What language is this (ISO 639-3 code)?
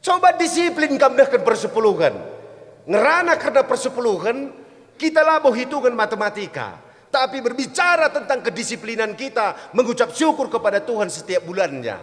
btx